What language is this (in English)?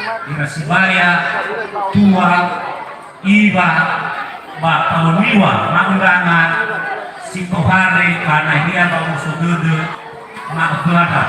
Nias